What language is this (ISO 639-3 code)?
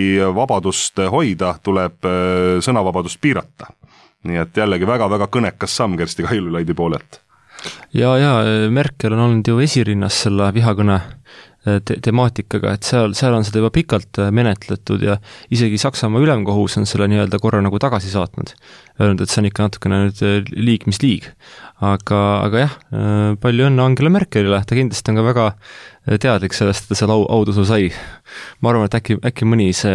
est